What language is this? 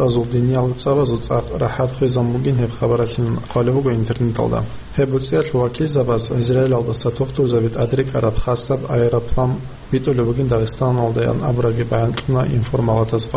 Avaric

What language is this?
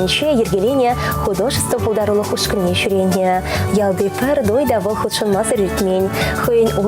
Chuvash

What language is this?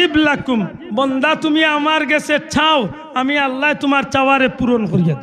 Sylheti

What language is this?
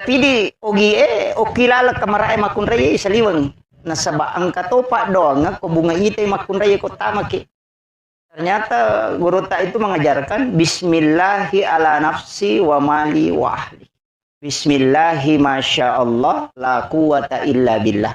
Buginese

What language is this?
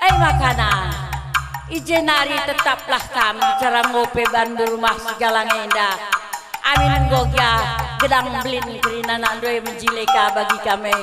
Batak Karo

